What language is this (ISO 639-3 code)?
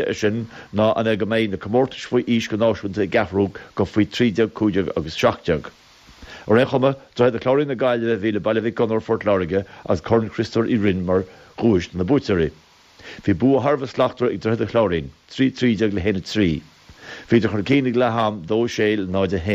gle